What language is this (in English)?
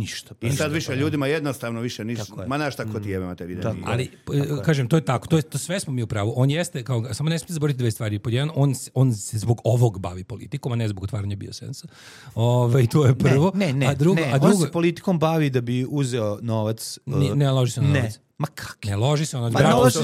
Serbian